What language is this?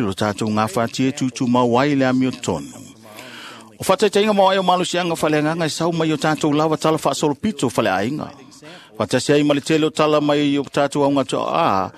Samoan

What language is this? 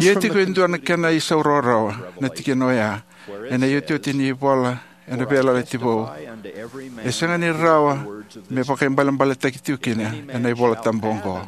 Fijian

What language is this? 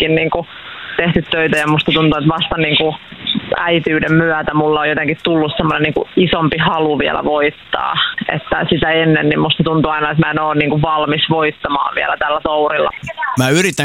Finnish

